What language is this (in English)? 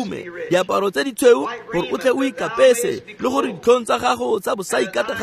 Tswana